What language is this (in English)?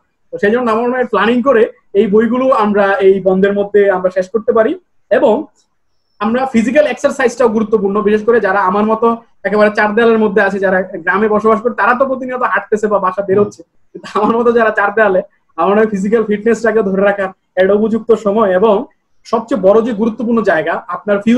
Bangla